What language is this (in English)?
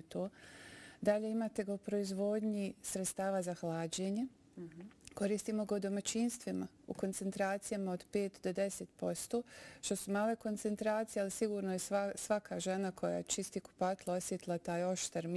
Bosnian